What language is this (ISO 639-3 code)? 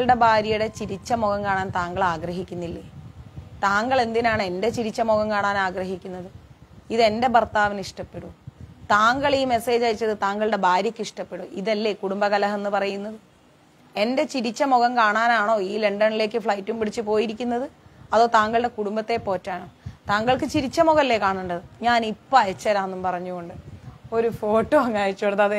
mal